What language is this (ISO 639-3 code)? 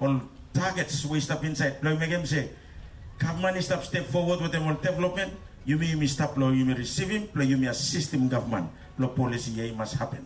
bis